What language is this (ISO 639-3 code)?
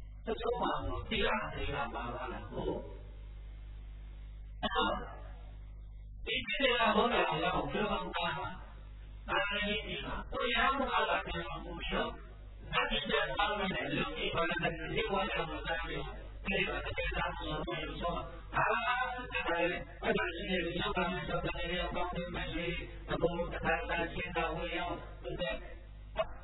mya